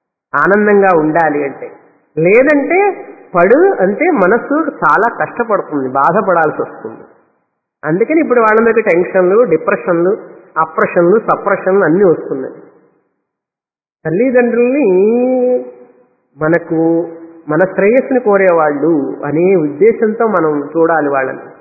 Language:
Telugu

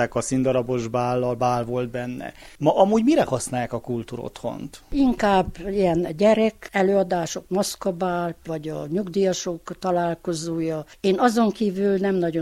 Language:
Hungarian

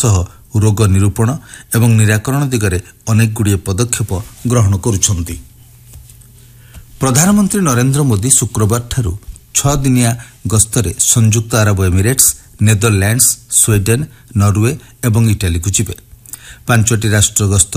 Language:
Odia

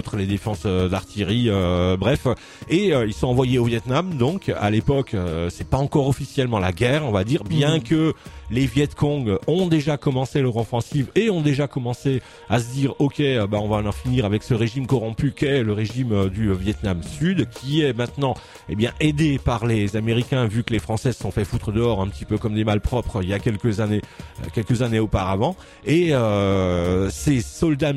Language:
French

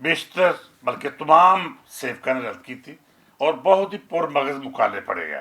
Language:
Western Panjabi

